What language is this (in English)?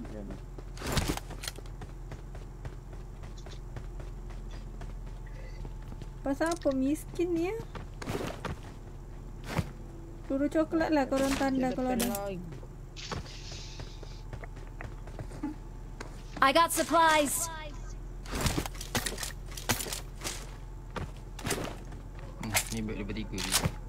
Malay